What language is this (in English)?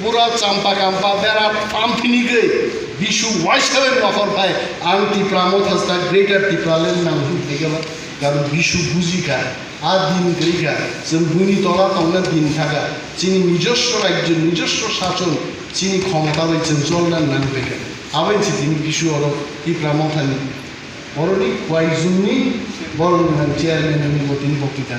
Kok Borok